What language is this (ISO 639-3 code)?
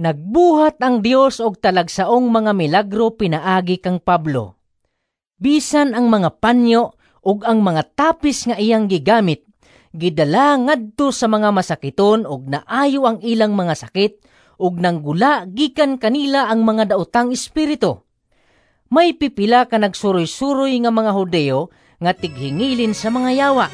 ceb